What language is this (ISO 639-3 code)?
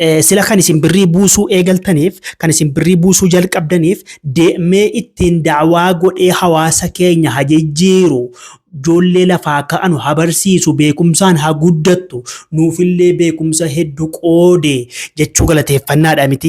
orm